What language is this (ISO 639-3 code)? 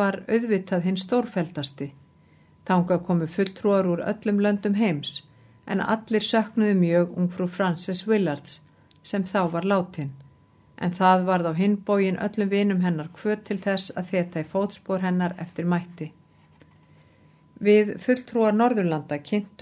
isl